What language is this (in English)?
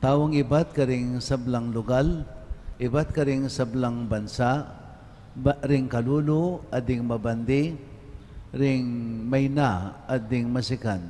Pampanga